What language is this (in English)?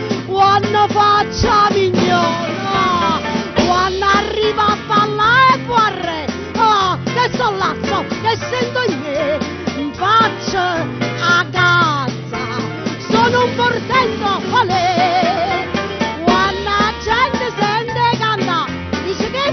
Neapolitan